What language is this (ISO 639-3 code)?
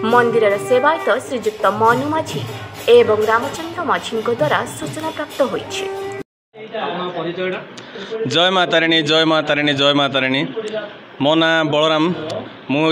ori